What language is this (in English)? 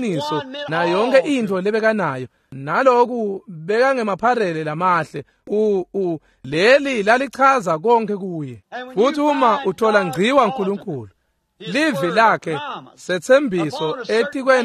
Swati